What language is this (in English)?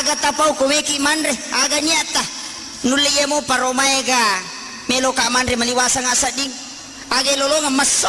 Buginese